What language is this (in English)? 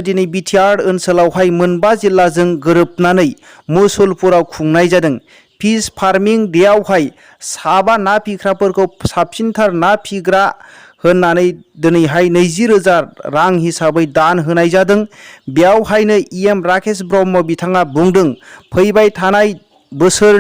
Bodo